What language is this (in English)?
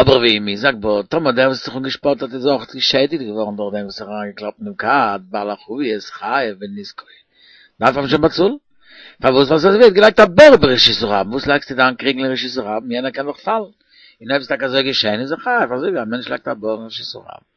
Yiddish